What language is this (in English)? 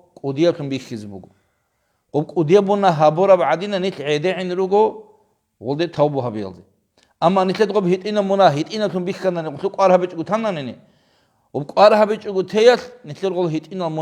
Avaric